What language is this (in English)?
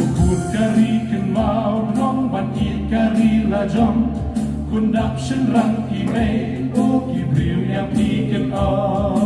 Khasi